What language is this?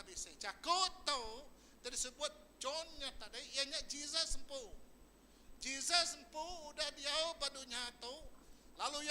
Iban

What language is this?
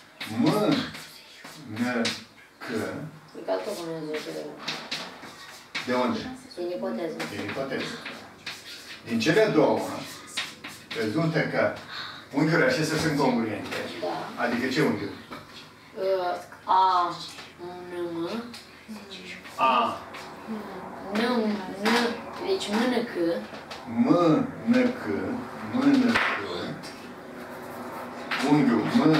Romanian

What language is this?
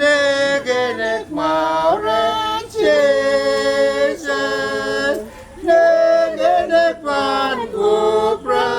Pohnpeian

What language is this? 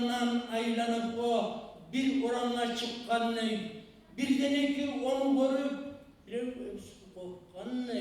Kumyk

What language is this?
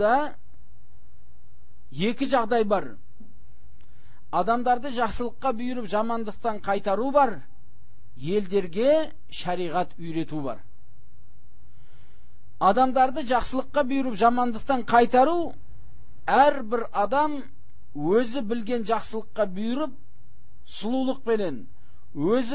Kazakh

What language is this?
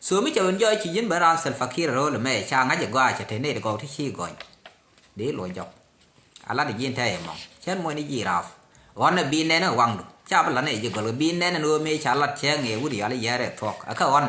Nuer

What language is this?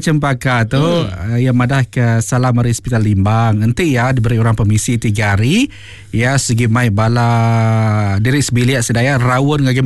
Iban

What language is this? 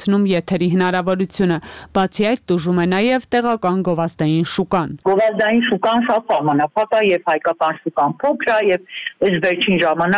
Armenian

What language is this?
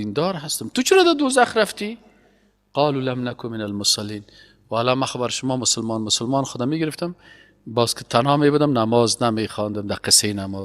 Persian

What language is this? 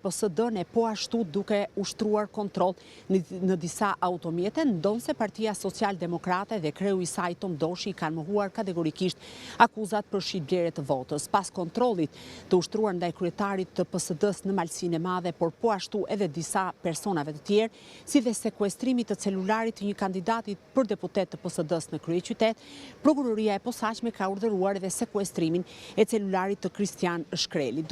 Albanian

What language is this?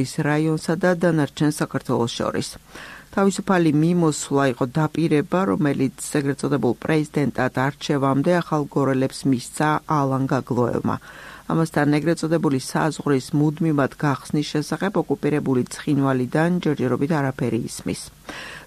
Georgian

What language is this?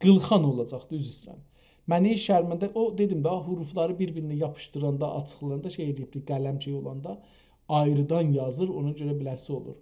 South Azerbaijani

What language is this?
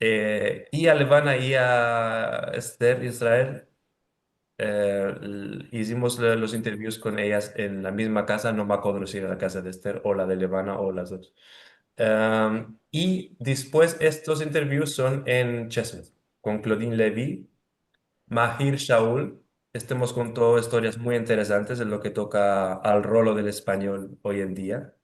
Ladino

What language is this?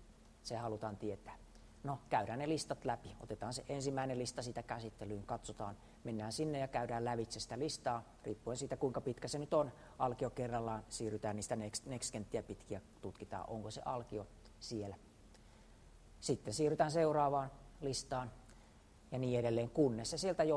Finnish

